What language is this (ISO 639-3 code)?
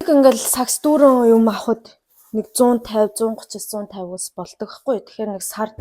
mon